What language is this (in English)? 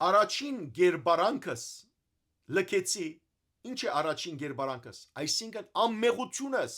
Western Armenian